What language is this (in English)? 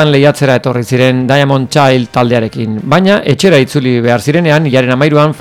Basque